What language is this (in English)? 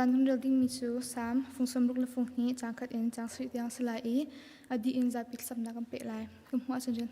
Hakha Chin